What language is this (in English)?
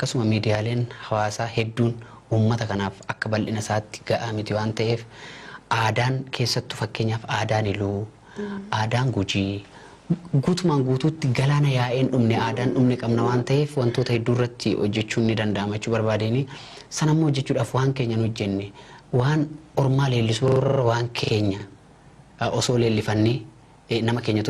Oromo